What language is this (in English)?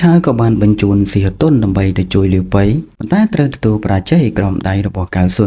Khmer